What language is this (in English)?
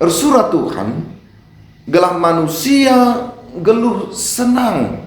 Batak Karo